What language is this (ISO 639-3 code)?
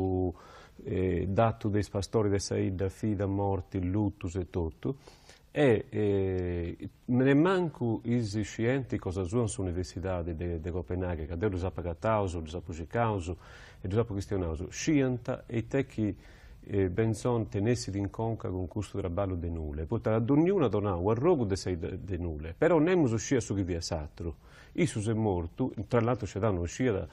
srd